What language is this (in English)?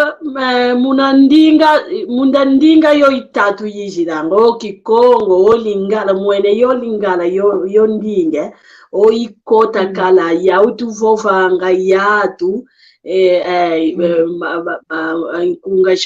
San Salvador Kongo